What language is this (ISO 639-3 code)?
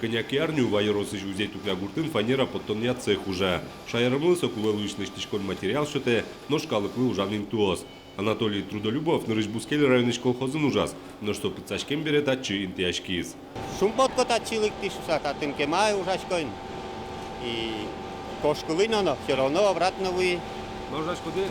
udm